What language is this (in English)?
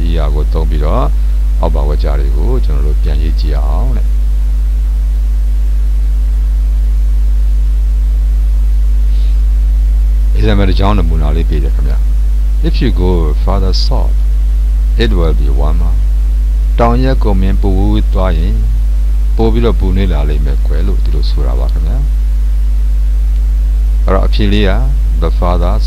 Burmese